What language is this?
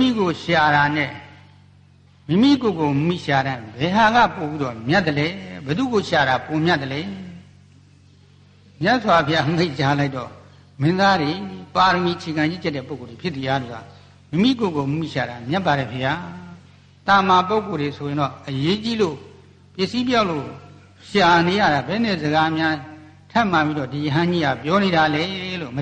Burmese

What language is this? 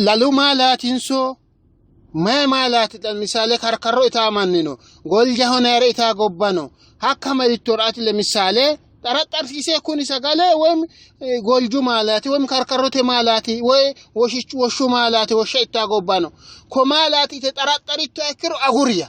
Sidamo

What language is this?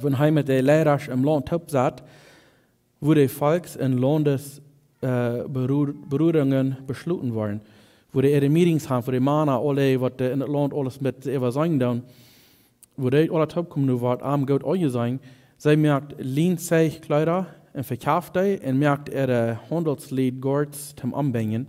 Plautdietsch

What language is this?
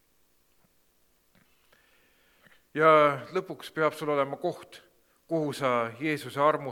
Estonian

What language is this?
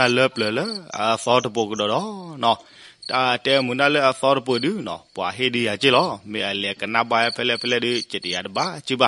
S'gaw Karen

